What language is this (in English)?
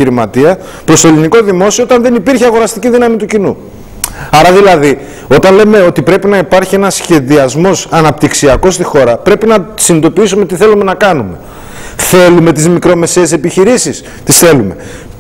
Greek